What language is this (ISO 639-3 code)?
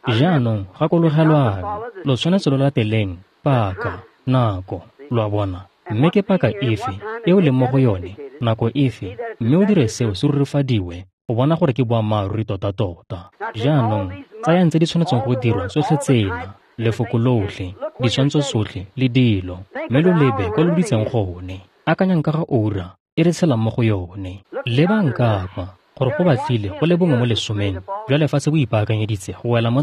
tsn